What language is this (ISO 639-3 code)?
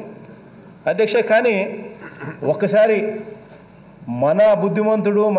tel